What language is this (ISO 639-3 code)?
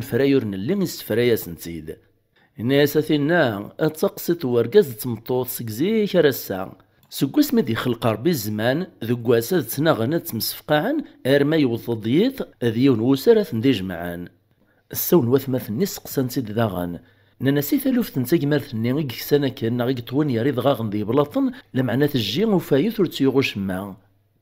kab